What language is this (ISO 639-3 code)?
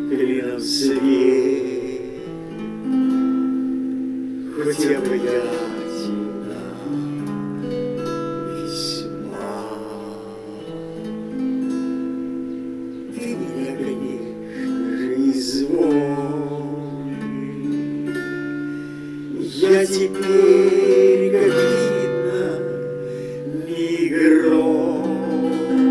rus